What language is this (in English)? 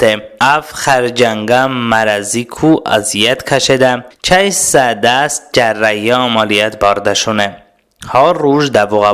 Talysh